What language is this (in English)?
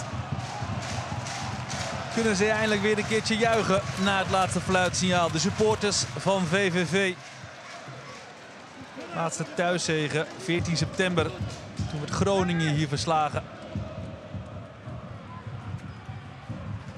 Dutch